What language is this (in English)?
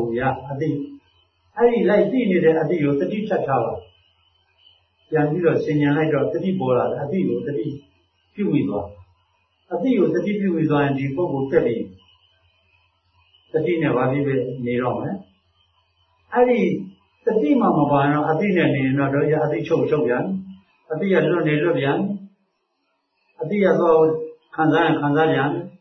Burmese